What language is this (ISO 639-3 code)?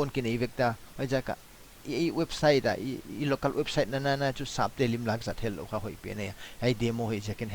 pck